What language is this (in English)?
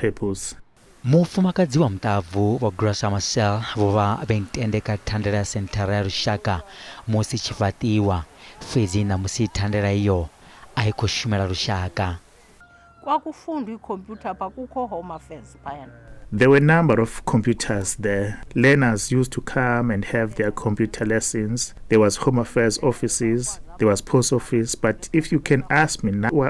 Venda